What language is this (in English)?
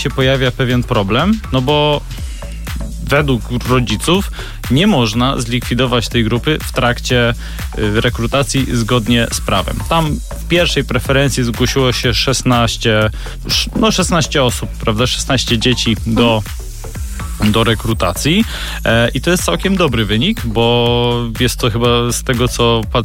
Polish